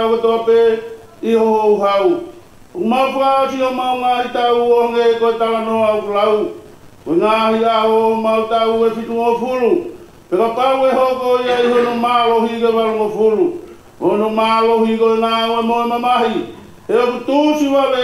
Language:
Tongan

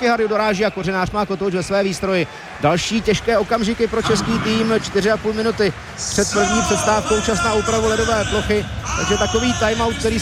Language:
Czech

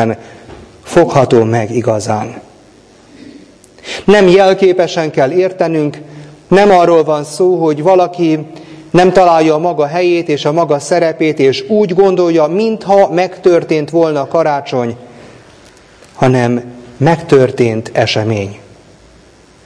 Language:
Hungarian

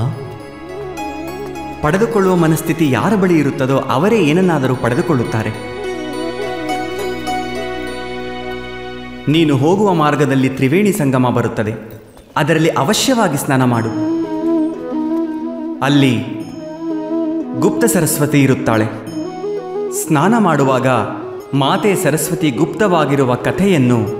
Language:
Kannada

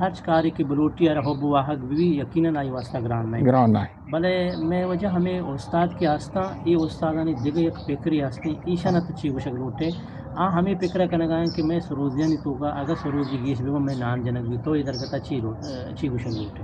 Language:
Eastern Balochi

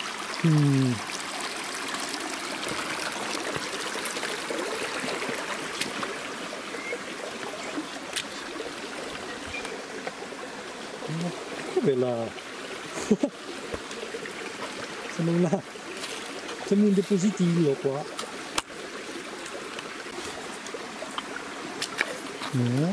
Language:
Italian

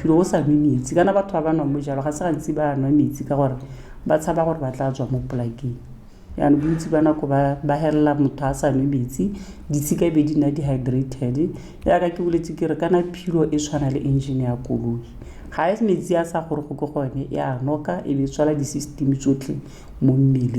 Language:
Tswana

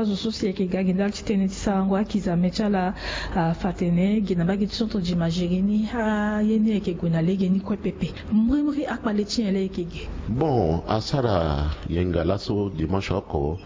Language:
Sango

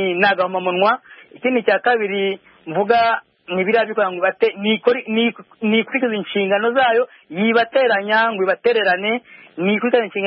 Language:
Kinyarwanda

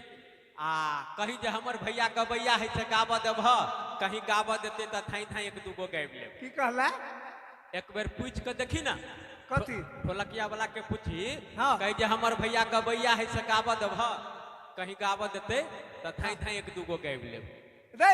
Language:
Maithili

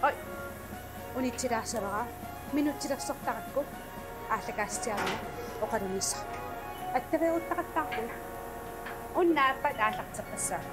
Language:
Kalaallisut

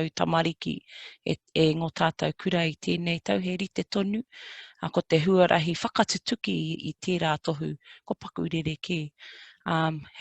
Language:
Māori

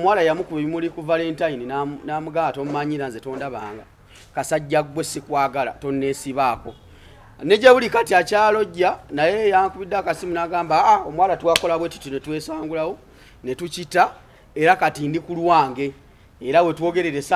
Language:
Ganda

